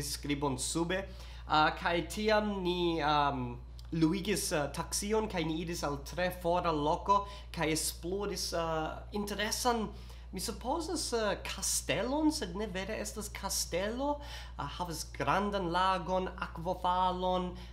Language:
Esperanto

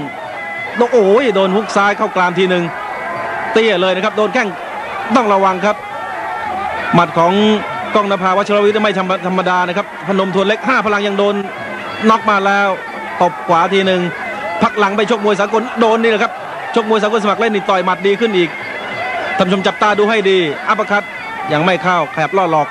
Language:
Thai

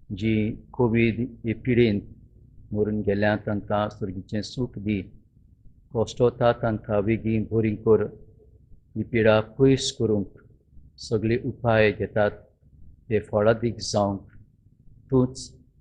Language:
Konkani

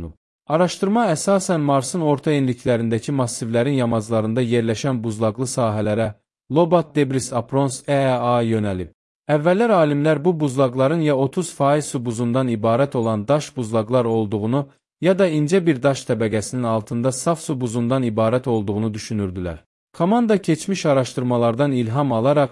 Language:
Azerbaijani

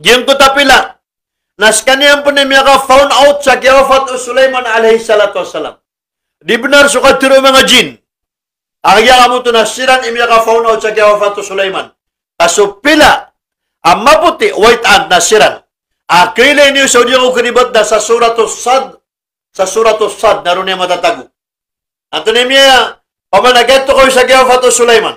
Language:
Maranao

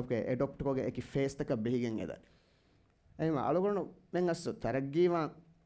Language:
Divehi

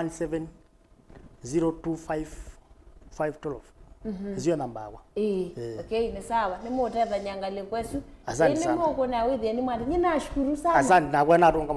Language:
Kamba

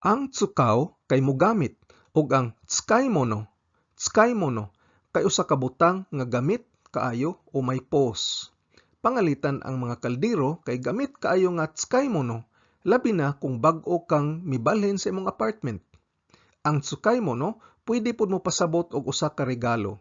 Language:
Cebuano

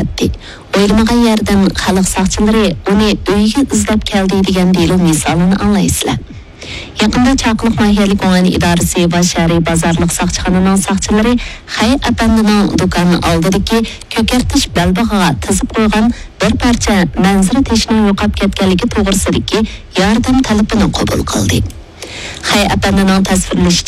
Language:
Uyghur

